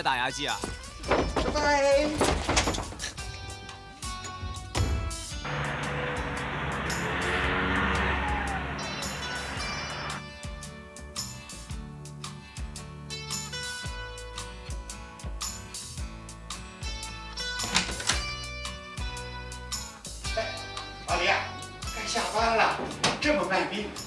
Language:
Chinese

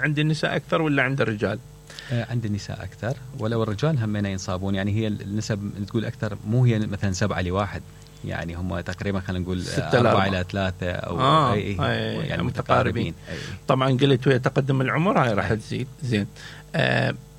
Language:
Mesopotamian Arabic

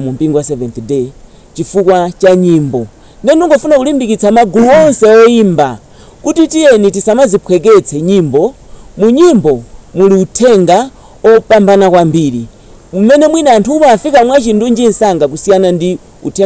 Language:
Nyanja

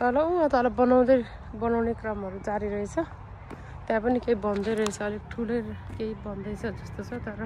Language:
Nepali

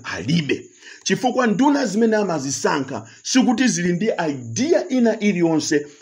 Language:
Nyanja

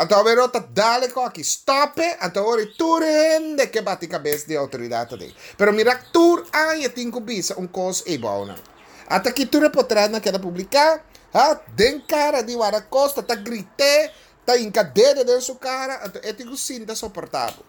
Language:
Papiamento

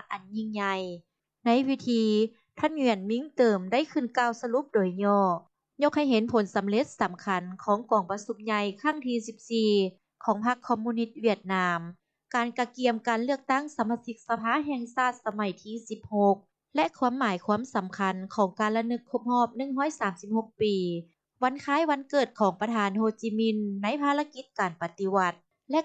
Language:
Lao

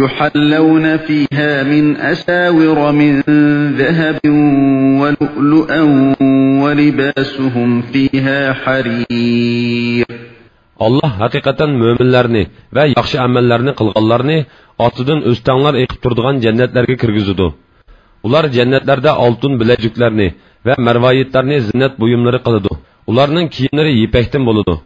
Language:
Uyghur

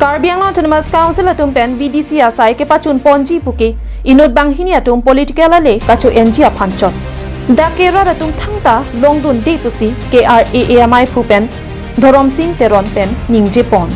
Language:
Karbi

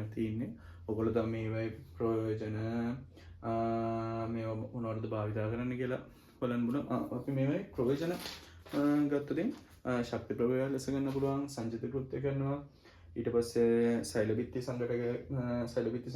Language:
Sinhala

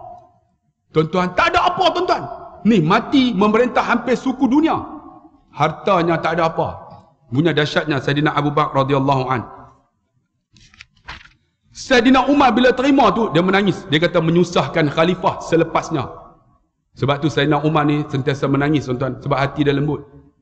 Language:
Malay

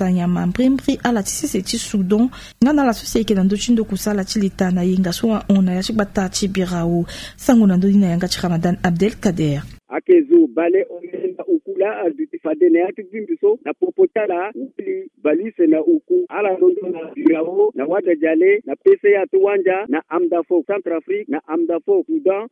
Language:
Sango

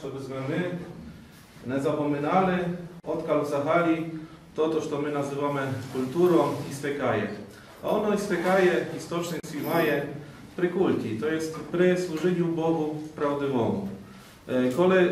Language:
Rusyn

